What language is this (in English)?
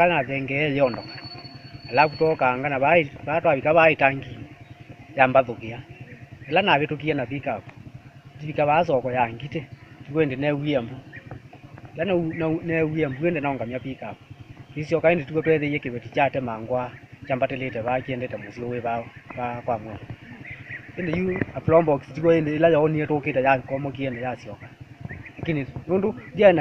Kamba